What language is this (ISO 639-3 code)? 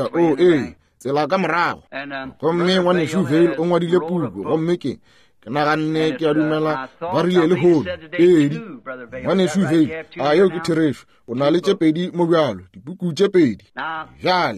nso